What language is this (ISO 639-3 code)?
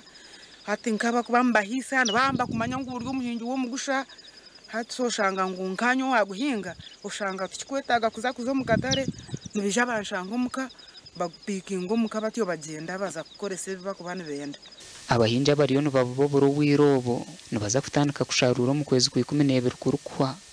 nyn